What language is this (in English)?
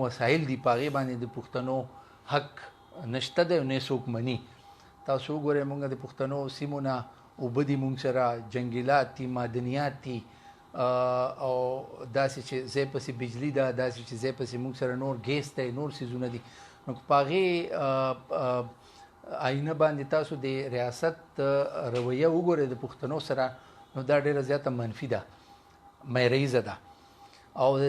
Pashto